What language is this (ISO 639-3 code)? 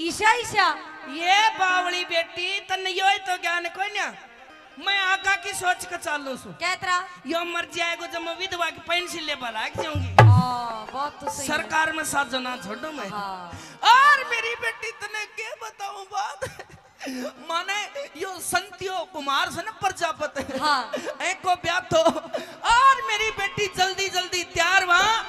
bgc